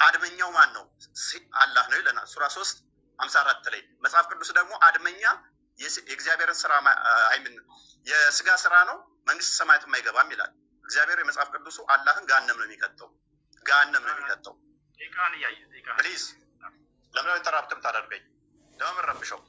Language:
Amharic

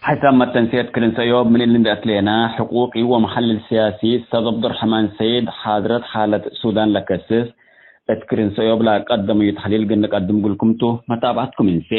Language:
Tigre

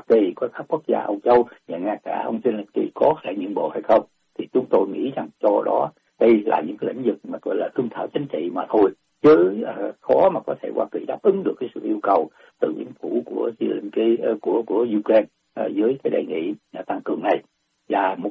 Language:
Vietnamese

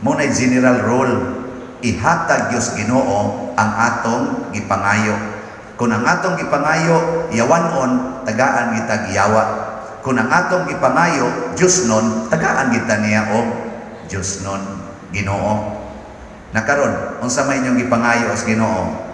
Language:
Cebuano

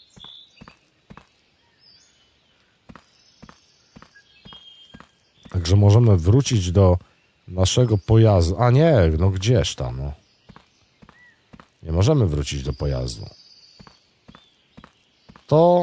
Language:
Polish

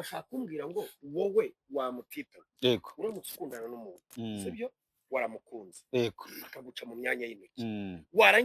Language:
Kinyarwanda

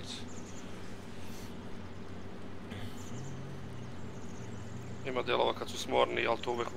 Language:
Croatian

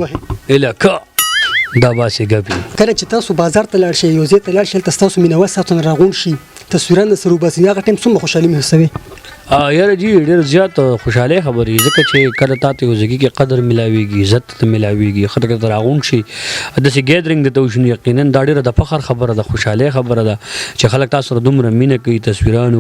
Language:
Pashto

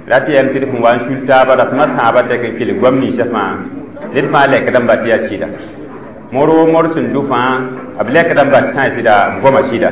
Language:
Mossi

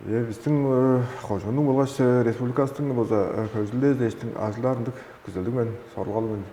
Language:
Tuvinian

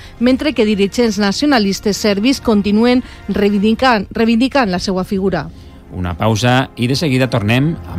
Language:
Catalan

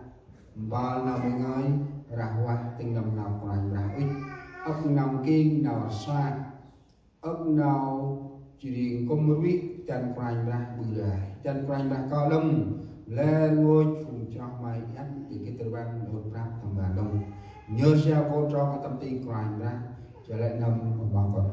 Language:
Central Mnong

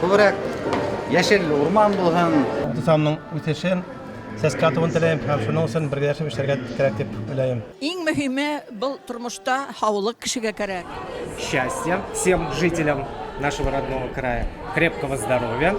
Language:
Bashkir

